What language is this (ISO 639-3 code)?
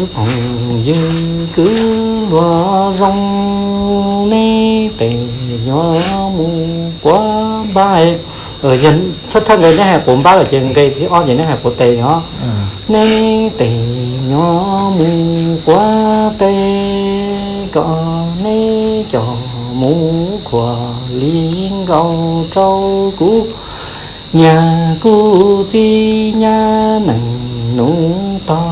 hmn